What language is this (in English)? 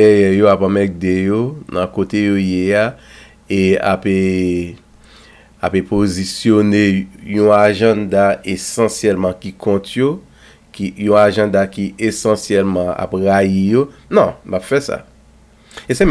Haitian Creole